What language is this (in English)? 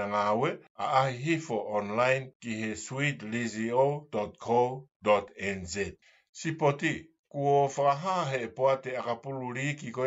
Tongan